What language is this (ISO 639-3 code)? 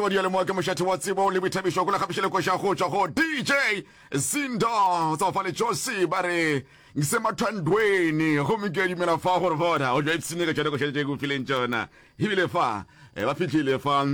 nso